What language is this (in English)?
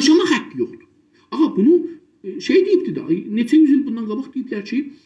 South Azerbaijani